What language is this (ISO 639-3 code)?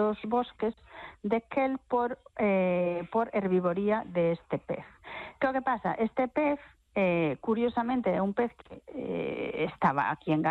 glg